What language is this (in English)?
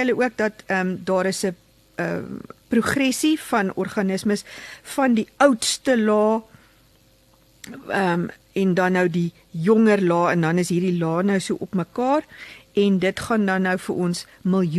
Afrikaans